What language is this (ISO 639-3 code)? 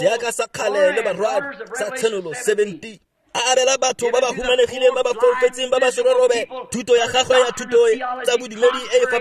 tsn